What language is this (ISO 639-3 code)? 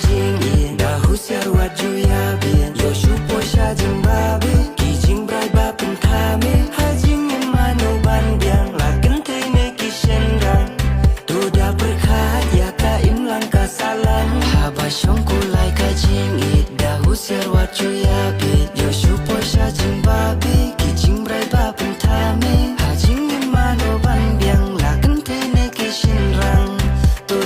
kha